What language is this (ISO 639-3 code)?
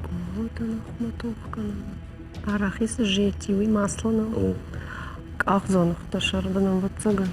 oss